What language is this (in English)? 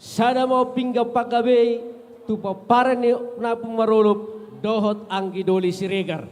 Batak Toba